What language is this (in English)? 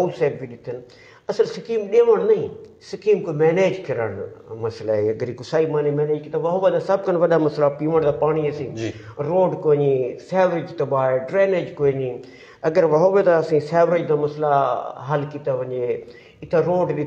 Saraiki